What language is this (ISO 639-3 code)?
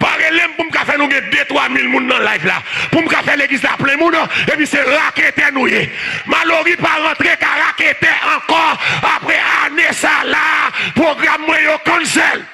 hat